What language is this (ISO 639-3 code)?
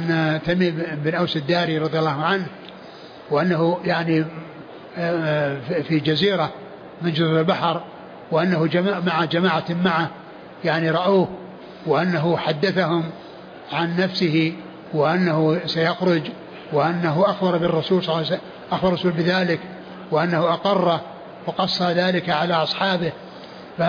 ara